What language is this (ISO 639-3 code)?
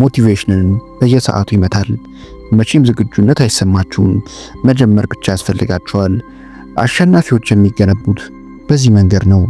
amh